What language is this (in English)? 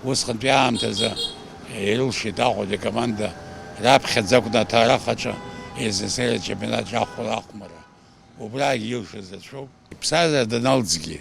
Abkhazian